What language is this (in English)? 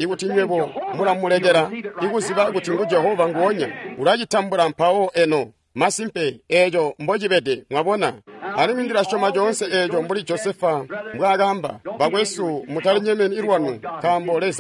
Tonga (Zambia)